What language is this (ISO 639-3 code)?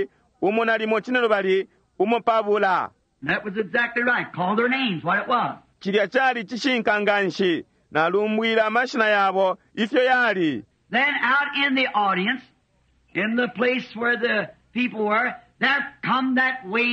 bem